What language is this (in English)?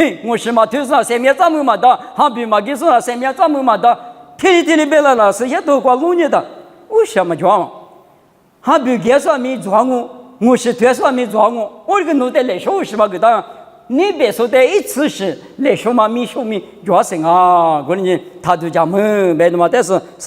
Lisu